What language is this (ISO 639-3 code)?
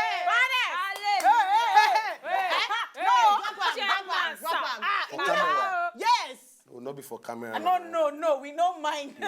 pcm